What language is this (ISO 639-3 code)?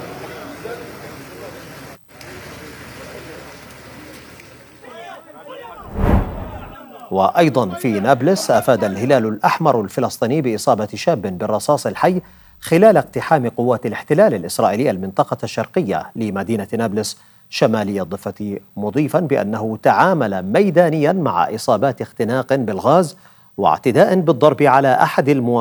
ara